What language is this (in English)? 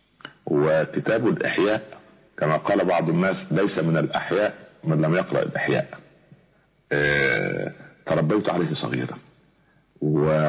Arabic